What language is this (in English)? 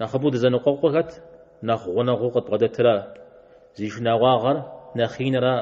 Kabardian